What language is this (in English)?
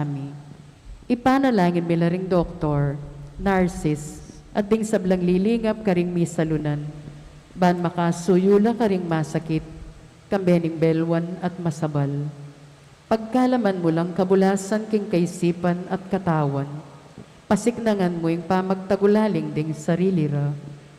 Pampanga